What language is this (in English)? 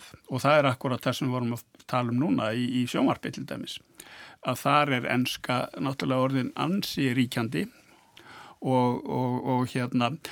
Icelandic